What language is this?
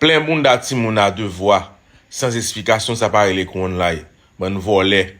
Haitian Creole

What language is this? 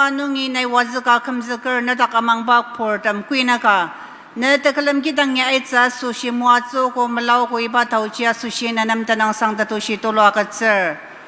Ao Naga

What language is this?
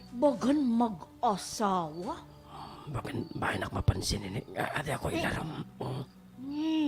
Waray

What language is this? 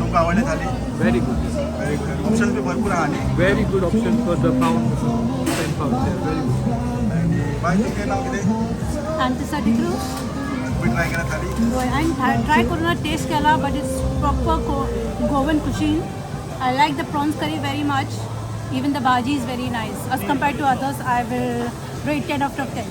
Konkani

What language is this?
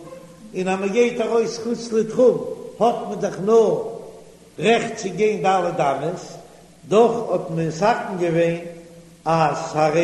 Yiddish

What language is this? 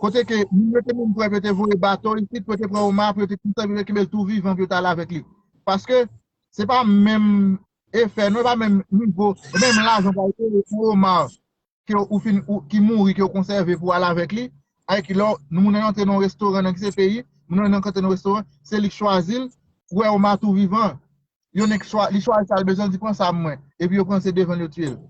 Haitian Creole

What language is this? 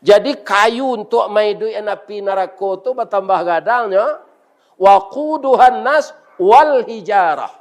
Minangkabau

